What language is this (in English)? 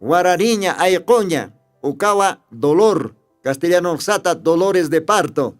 Aymara